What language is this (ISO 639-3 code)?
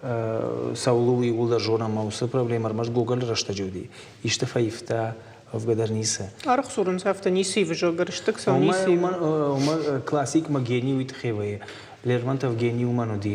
oss